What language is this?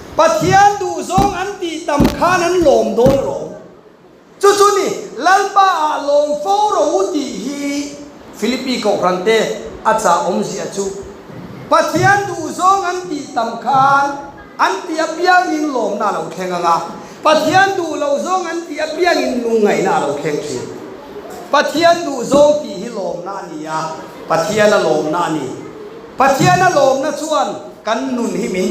Mizo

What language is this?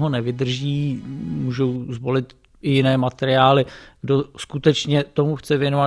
Czech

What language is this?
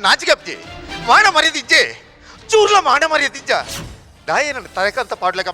Tulu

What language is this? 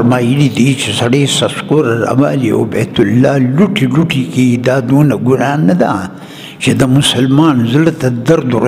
Pashto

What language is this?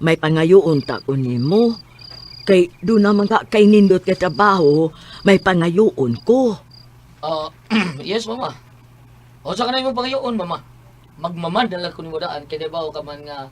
Cebuano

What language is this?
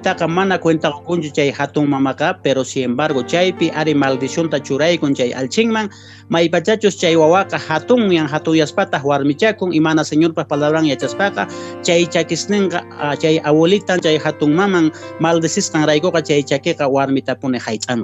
Quechua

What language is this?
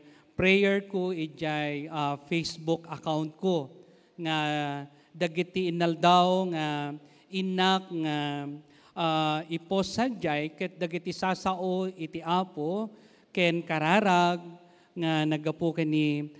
Iloko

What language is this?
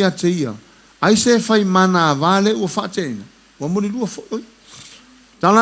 Samoan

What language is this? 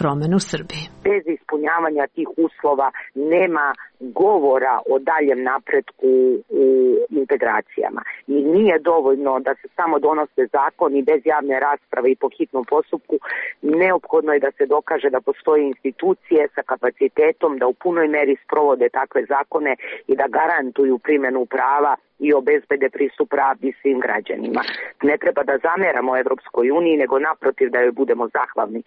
Serbian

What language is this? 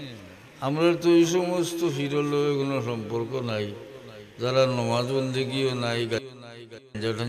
Sylheti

